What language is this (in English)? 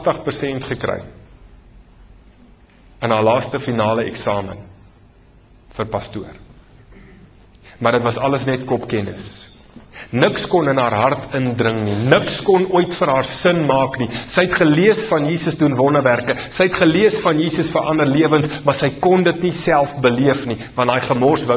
Afrikaans